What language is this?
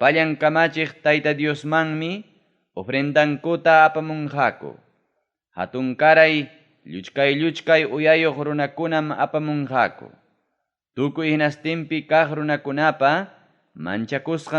Ayacucho Quechua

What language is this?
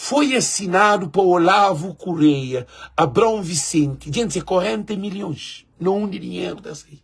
Kabuverdianu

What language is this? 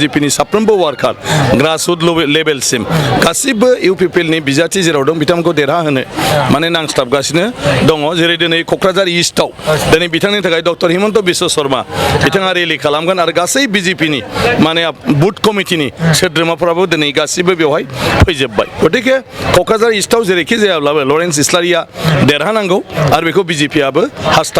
Bodo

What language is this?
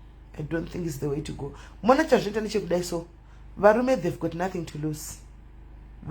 Shona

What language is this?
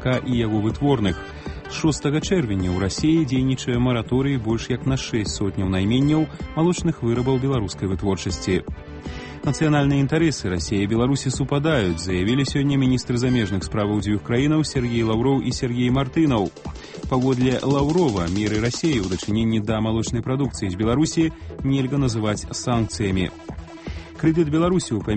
Belarusian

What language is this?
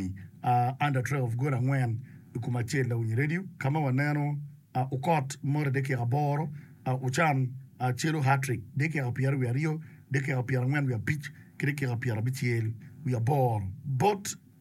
Acoli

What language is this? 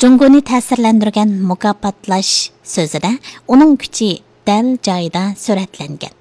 Uyghur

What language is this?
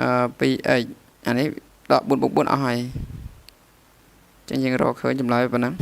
Khmer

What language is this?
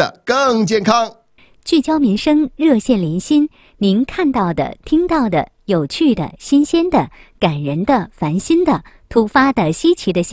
Chinese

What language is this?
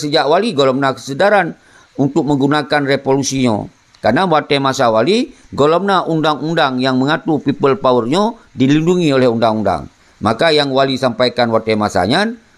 Achinese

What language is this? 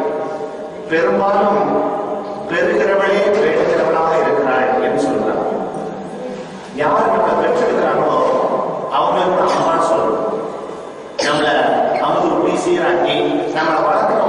Tamil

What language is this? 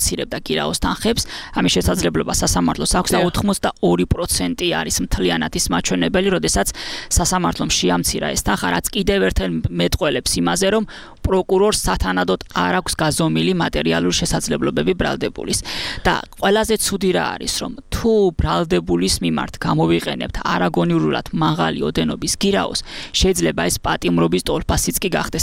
Georgian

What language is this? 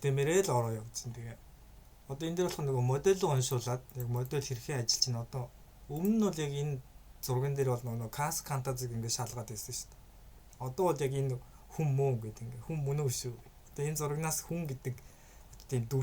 Mongolian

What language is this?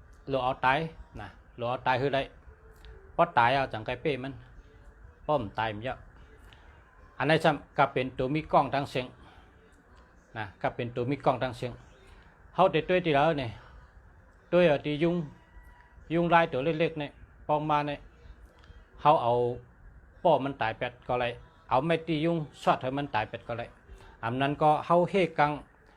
Shan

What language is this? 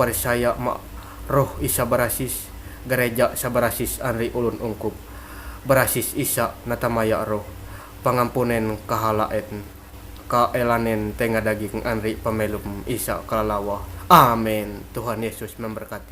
Ma'anyan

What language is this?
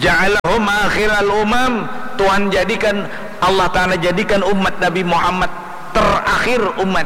Banjar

